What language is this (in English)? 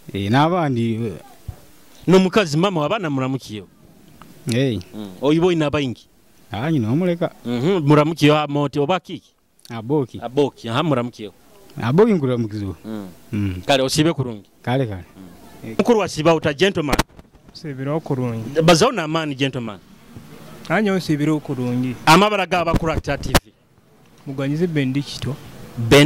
Nyoro